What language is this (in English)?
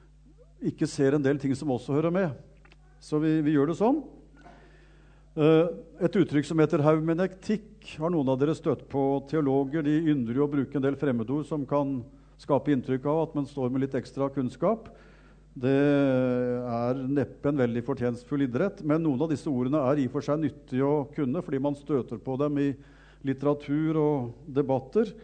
Norwegian